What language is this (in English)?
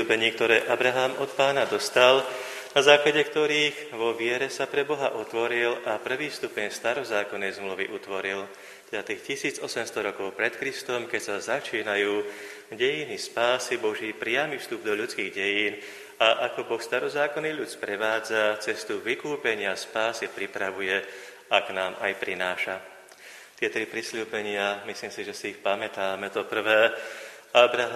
Slovak